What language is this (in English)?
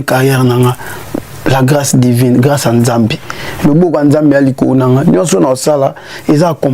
Lingala